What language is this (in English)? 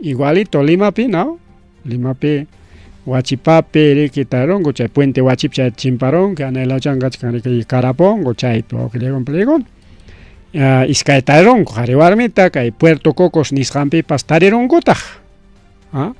Ayacucho Quechua